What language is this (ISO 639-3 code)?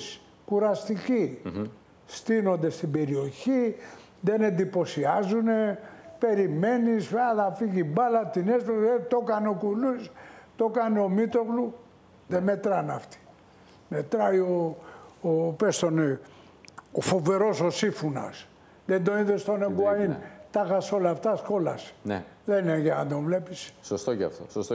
ell